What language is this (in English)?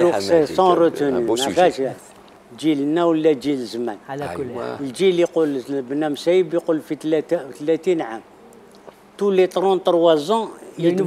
Algerian Arabic